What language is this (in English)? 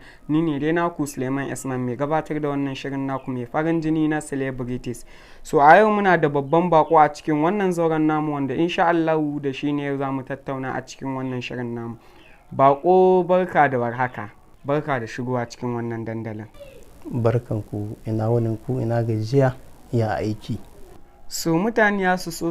Hausa